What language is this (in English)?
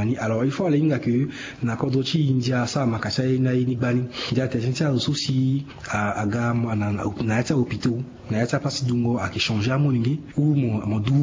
Sango